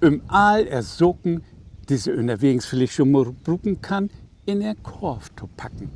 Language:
Low German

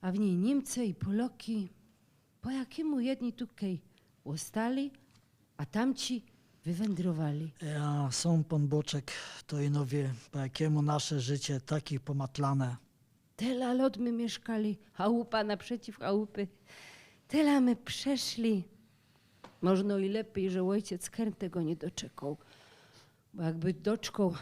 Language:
Silesian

